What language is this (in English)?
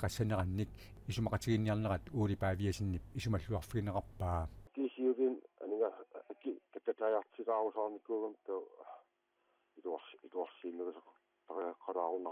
Kalaallisut